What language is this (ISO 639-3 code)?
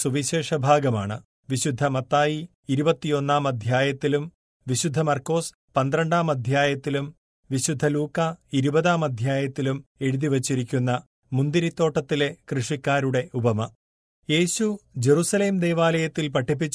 mal